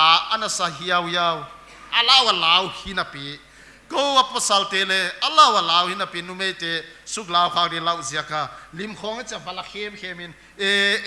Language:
Paite Chin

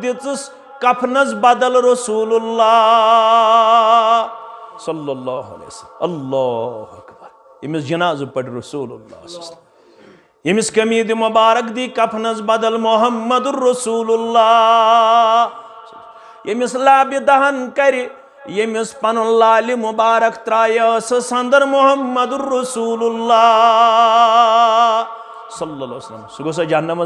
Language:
Kashmiri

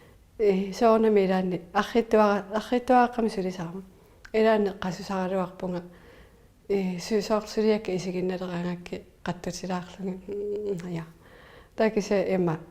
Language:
Kalaallisut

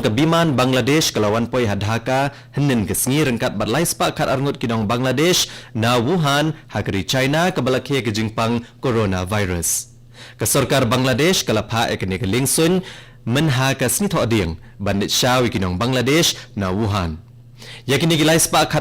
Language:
Khasi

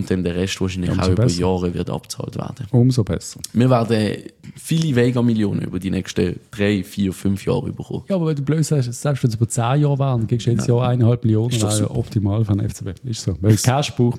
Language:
German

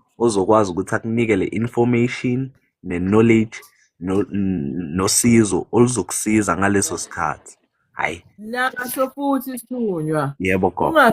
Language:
Zulu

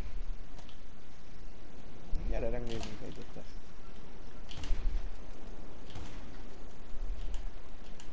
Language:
Hungarian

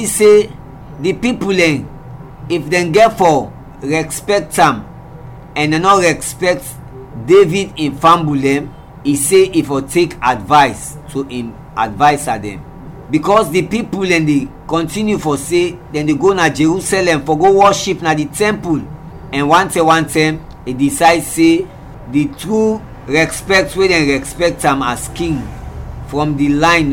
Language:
Krio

